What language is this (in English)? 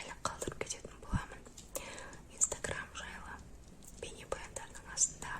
Kazakh